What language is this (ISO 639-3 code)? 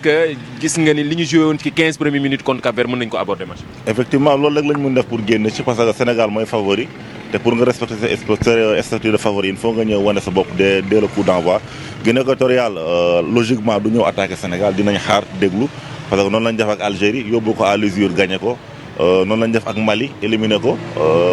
wol